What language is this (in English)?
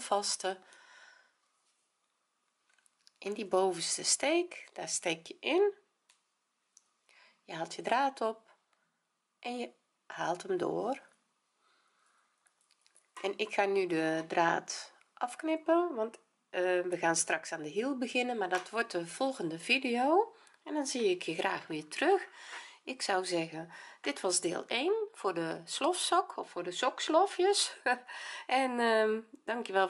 Dutch